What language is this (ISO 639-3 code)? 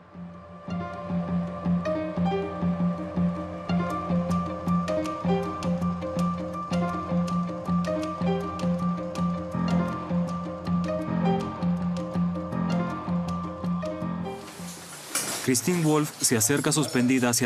spa